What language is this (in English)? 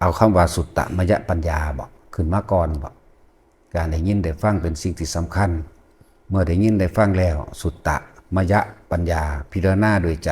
Northeastern Thai